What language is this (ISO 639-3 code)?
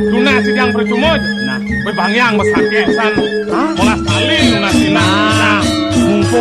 ban